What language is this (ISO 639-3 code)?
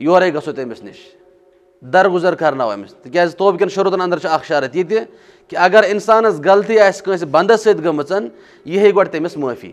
kas